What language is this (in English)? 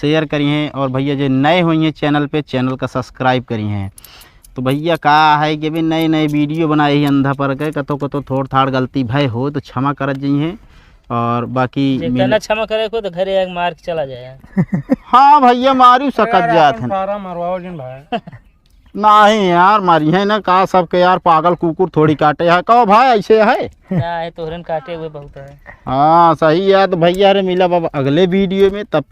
Awadhi